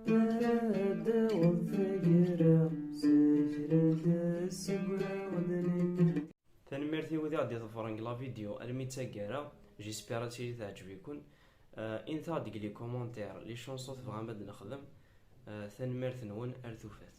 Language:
Kabyle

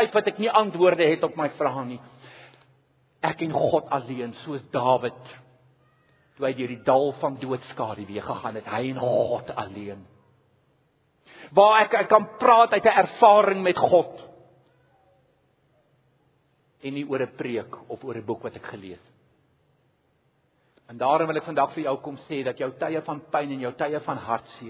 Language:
Afrikaans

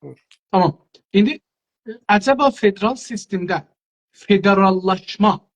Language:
South Azerbaijani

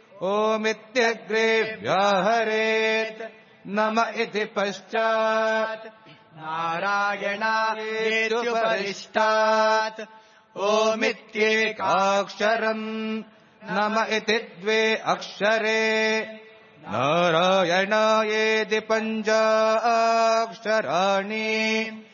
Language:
Sanskrit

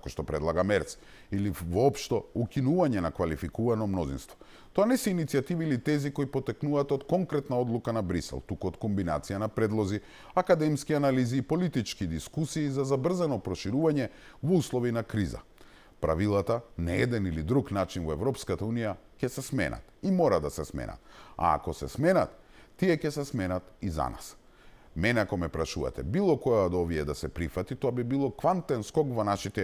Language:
Macedonian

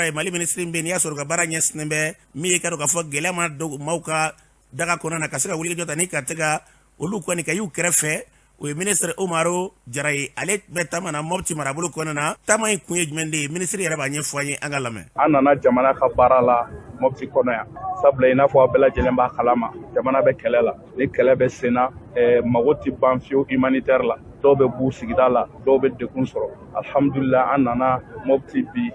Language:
Bambara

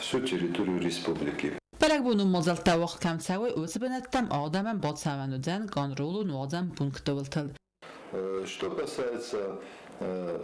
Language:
Ossetic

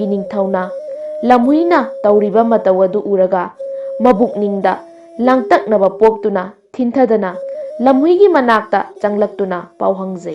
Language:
Manipuri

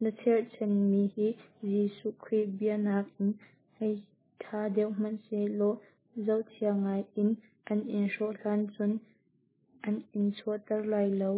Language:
Hakha Chin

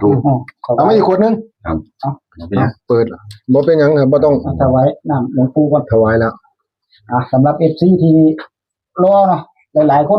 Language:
Northeastern Thai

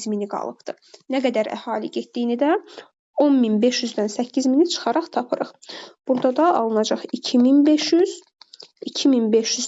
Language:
Azerbaijani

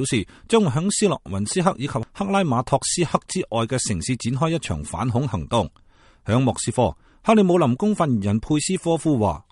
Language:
Cantonese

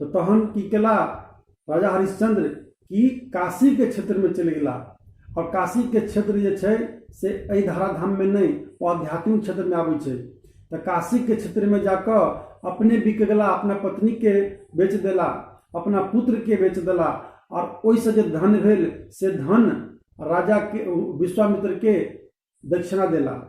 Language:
Maithili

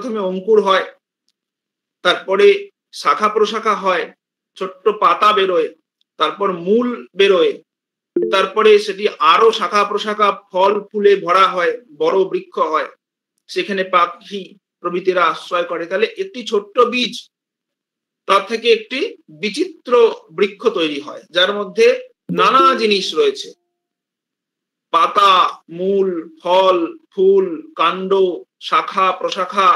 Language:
Bangla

